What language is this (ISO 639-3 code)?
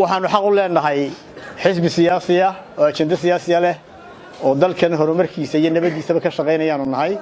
som